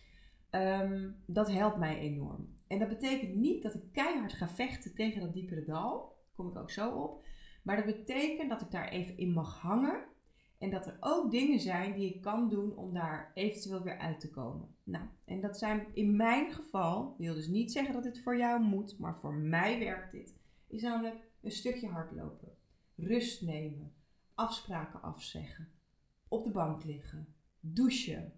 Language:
Dutch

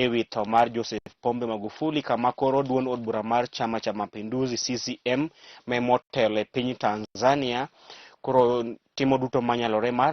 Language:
Luo (Kenya and Tanzania)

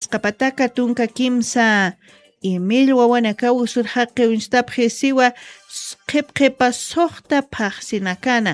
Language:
Aymara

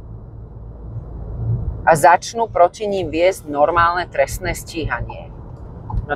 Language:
Slovak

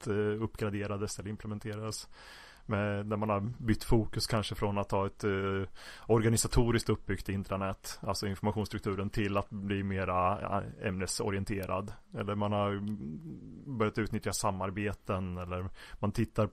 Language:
Swedish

